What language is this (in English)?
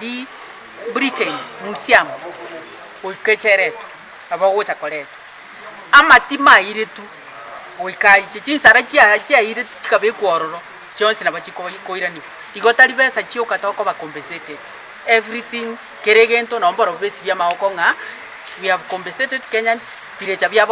Gusii